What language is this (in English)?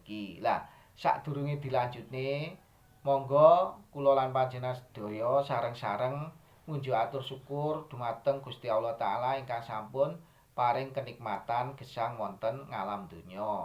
Javanese